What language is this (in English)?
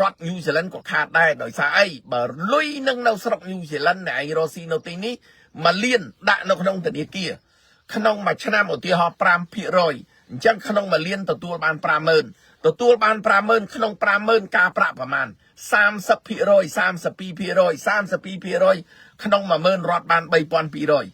Khmer